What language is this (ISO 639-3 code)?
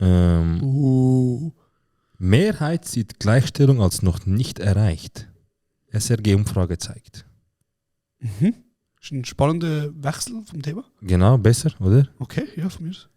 gsw